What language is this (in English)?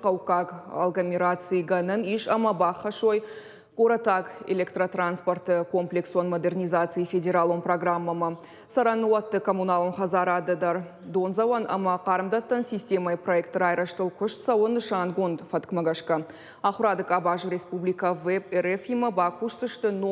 Ossetic